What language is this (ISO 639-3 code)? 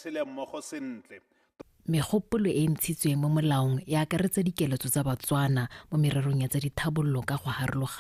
tsn